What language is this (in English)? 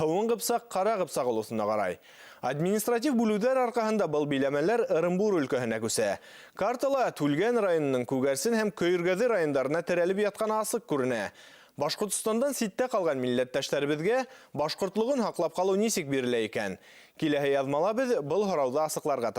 Bashkir